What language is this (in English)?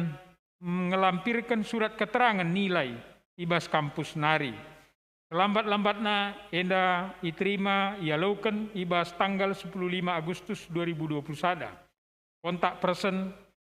Batak Karo